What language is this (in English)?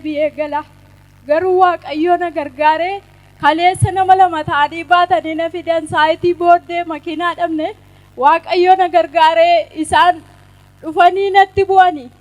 Oromo